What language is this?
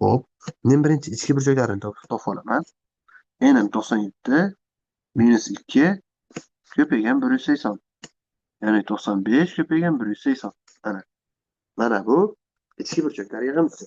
Uzbek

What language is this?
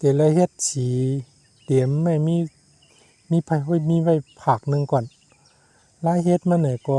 Shan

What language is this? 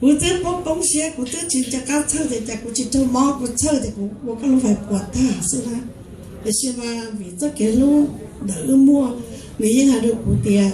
Hmong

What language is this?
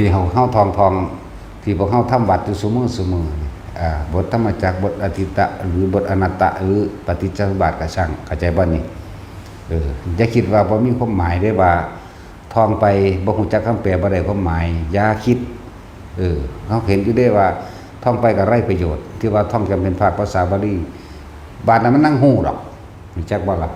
Northeastern Thai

